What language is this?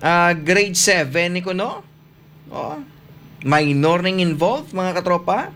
Hiligaynon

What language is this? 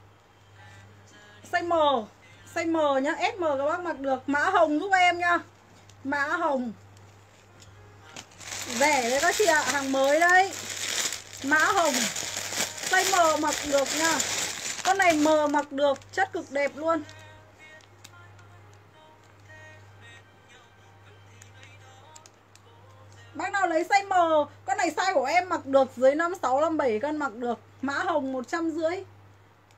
Vietnamese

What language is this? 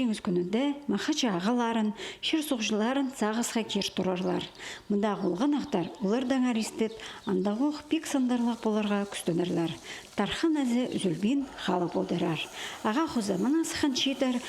Khakas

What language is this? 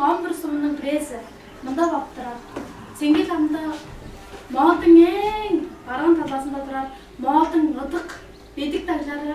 Tuvinian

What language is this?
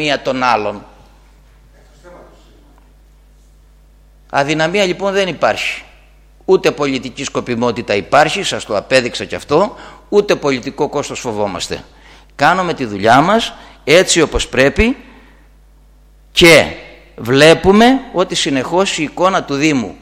Greek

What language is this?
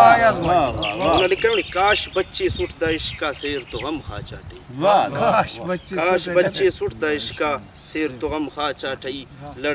Brahui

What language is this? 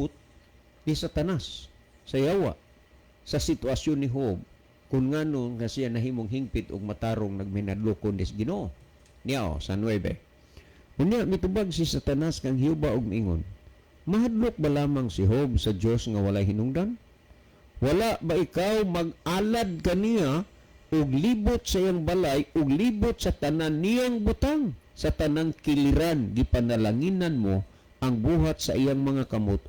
Cebuano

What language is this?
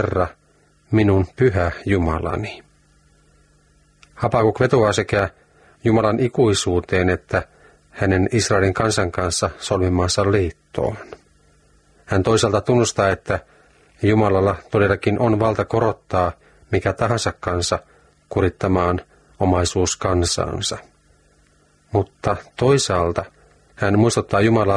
Finnish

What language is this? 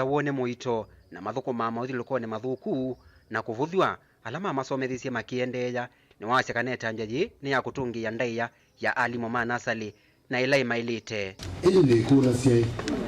Kamba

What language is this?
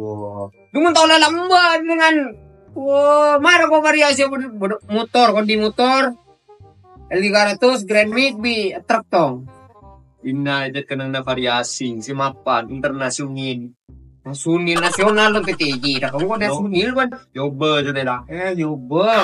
Madurese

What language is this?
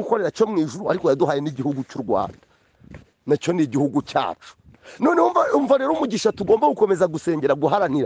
Kinyarwanda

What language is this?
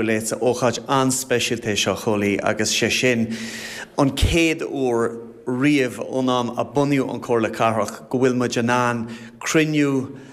Irish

